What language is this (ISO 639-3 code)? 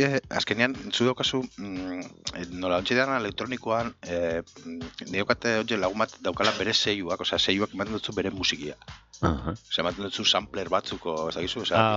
eus